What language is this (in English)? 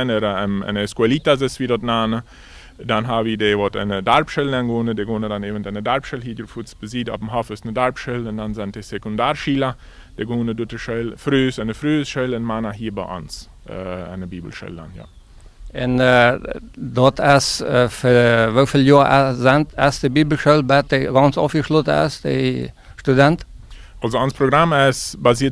Plautdietsch